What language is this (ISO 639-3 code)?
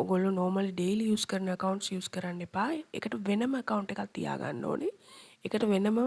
sin